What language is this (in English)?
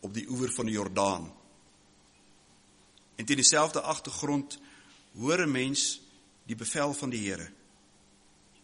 Afrikaans